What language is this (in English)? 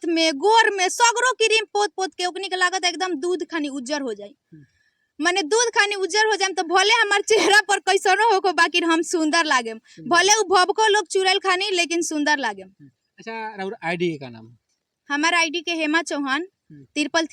Bhojpuri